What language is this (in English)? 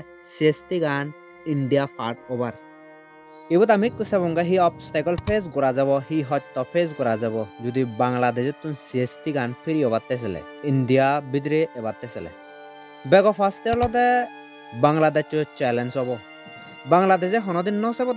Chakma